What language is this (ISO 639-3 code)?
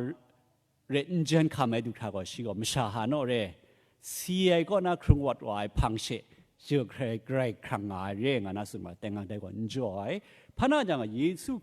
kac